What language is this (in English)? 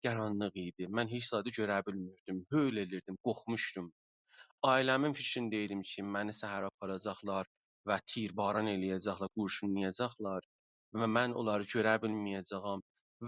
South Azerbaijani